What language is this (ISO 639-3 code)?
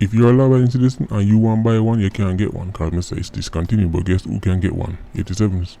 jam